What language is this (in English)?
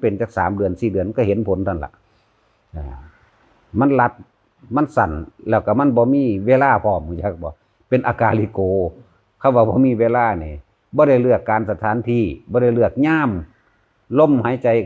Lao